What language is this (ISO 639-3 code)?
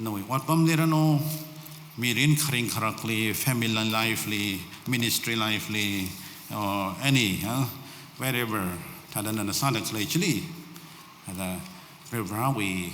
nmf